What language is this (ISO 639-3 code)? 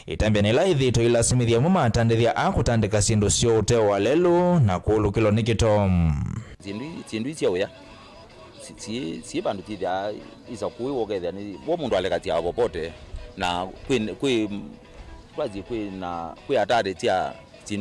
kam